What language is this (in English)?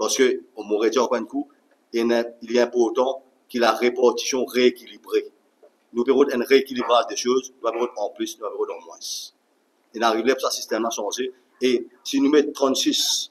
Morisyen